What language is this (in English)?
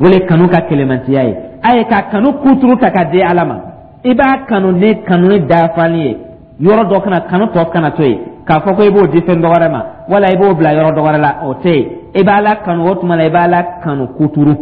Dyula